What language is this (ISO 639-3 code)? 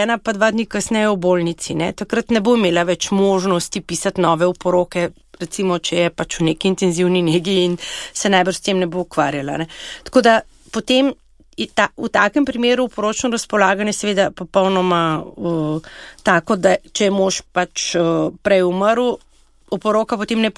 slv